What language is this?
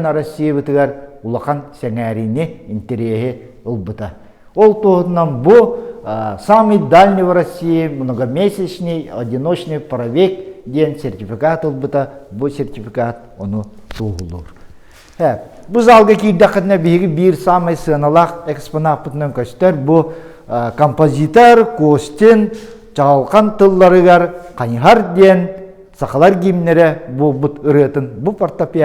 Yakut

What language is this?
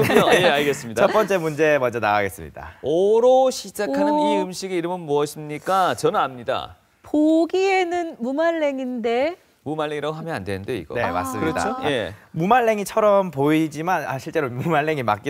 Korean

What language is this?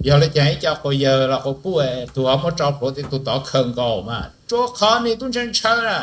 Hmong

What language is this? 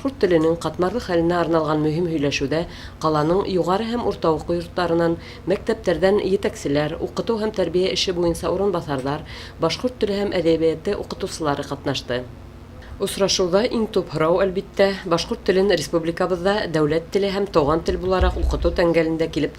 Bashkir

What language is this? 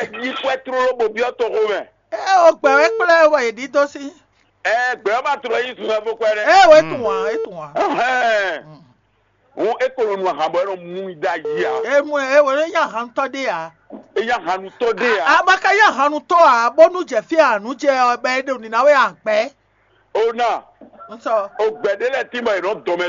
Fon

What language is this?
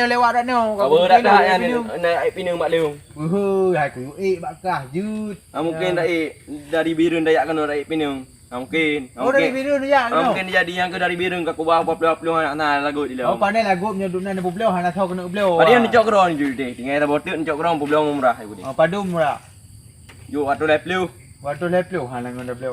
Achinese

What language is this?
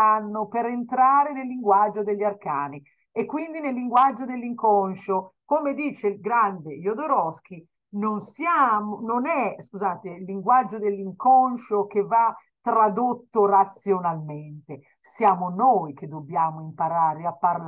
Italian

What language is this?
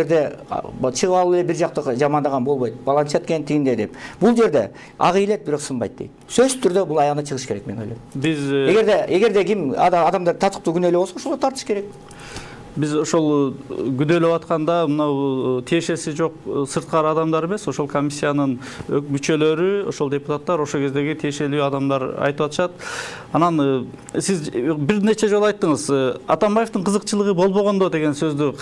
Kyrgyz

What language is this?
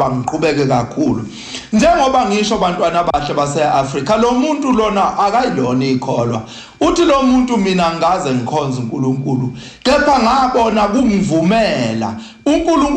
Zulu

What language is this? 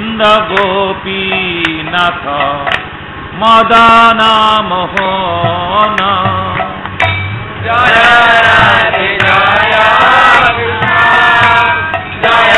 Odia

